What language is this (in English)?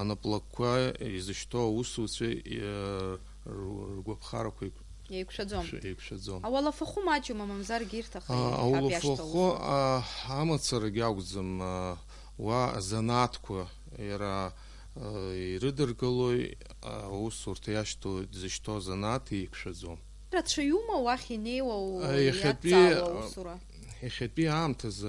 Abkhazian